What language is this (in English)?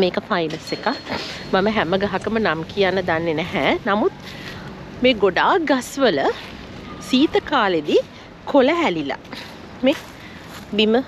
Sinhala